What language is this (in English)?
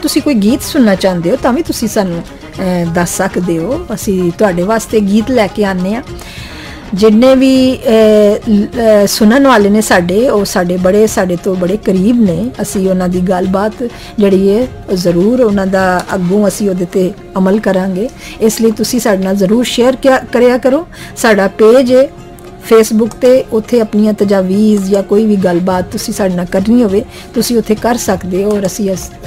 Punjabi